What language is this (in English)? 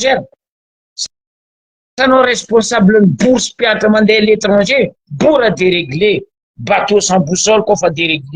Malagasy